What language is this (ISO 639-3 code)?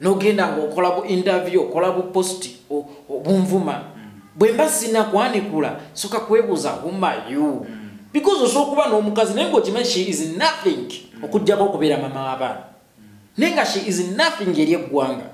lug